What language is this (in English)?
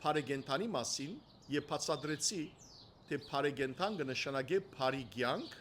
Western Armenian